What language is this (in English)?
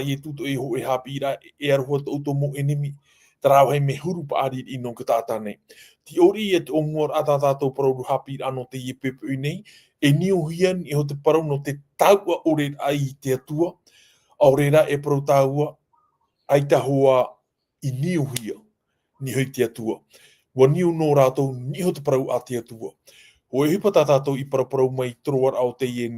Tahitian